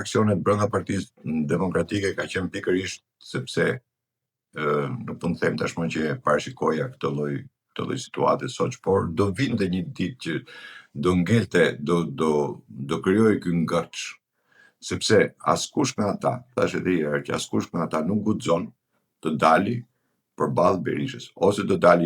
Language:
Albanian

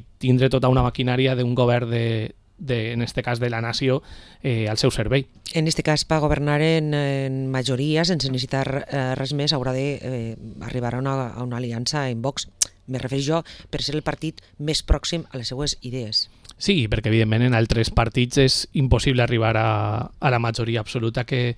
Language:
Catalan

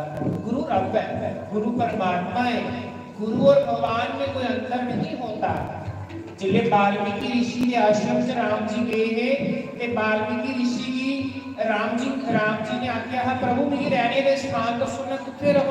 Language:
Dogri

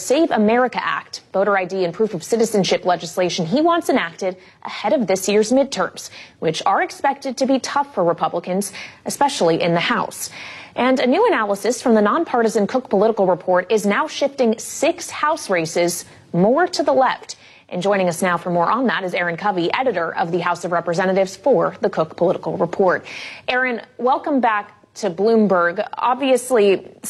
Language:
English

